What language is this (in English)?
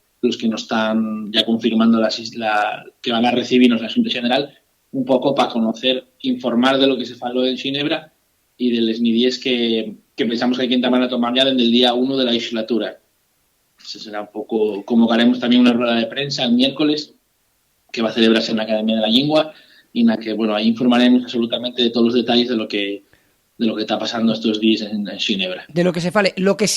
Asturian